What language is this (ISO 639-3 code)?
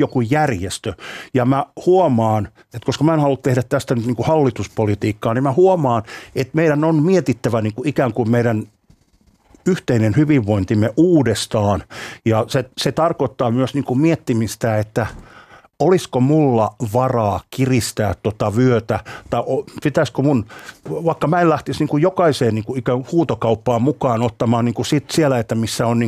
fin